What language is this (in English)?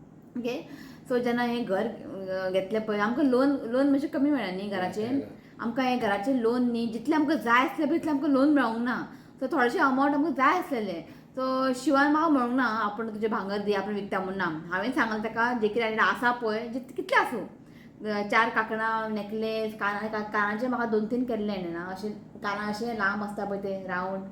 Konkani